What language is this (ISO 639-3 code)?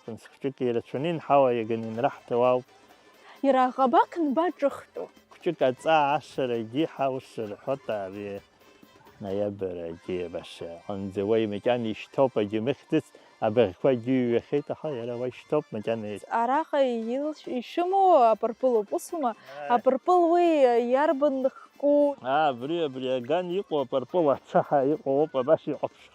abk